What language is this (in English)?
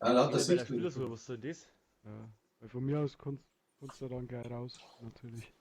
Bavarian